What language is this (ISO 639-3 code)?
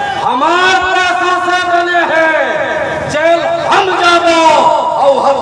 hne